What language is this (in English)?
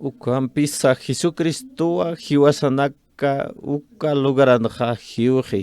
Aymara